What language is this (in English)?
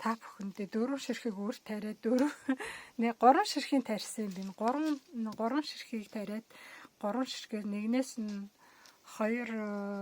Mongolian